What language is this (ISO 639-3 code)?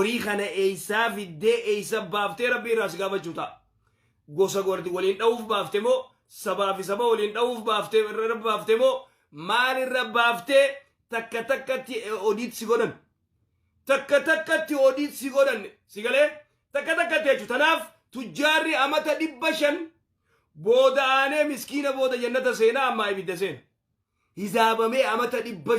orm